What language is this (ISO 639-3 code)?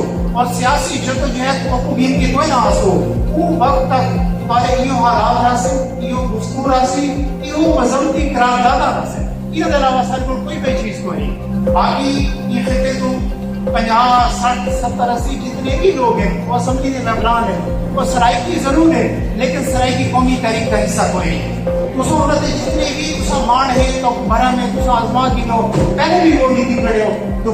skr